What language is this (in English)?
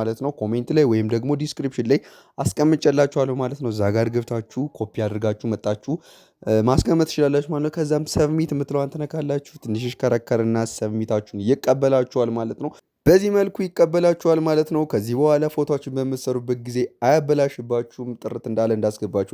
Amharic